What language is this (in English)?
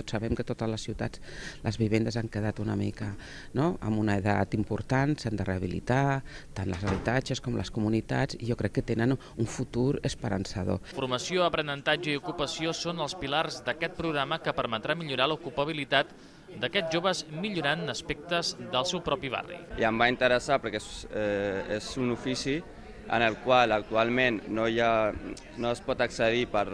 Catalan